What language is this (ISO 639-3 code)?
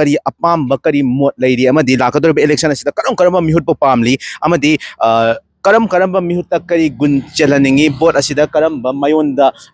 mni